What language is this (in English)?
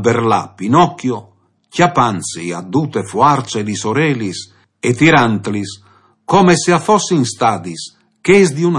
Friulian